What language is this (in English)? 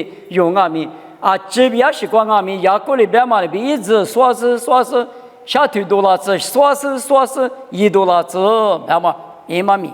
Lisu